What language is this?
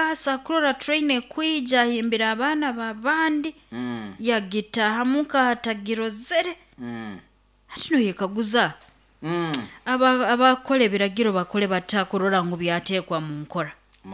Nyoro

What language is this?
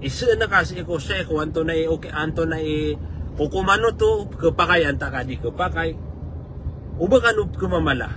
Maranao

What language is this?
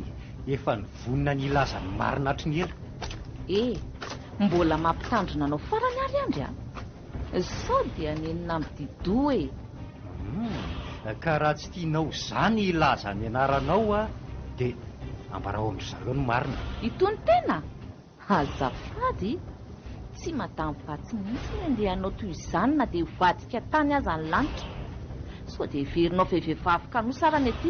Malagasy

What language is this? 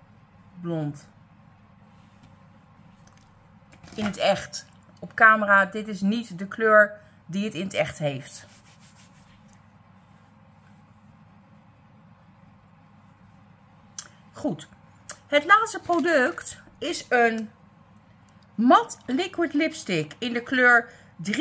Dutch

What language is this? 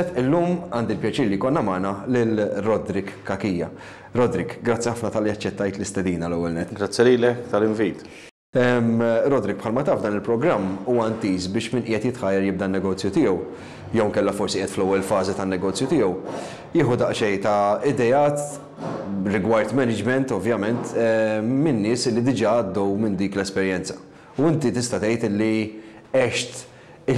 Maltese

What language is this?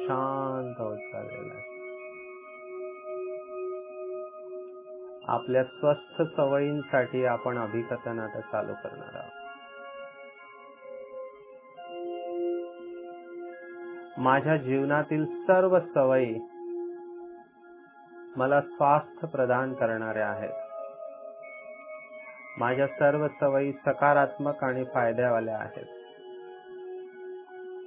Marathi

